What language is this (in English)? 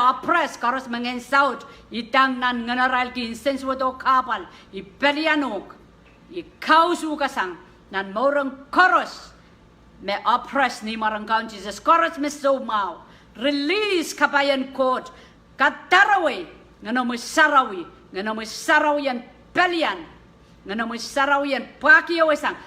Pohnpeian